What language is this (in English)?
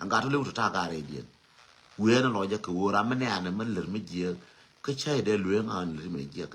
Nuer